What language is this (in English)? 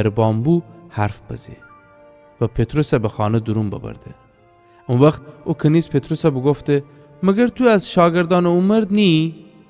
Gilaki